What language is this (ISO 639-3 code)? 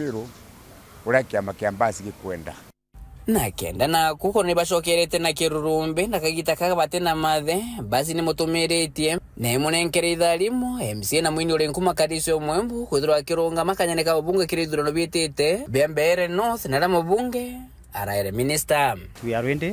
mer